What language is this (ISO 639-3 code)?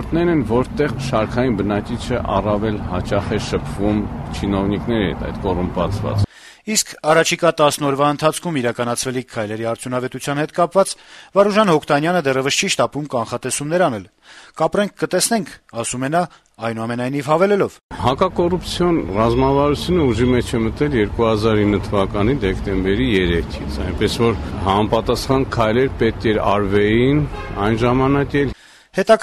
hye